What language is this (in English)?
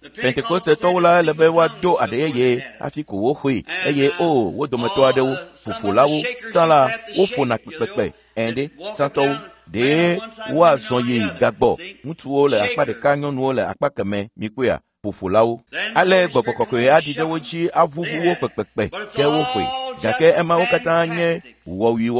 Ewe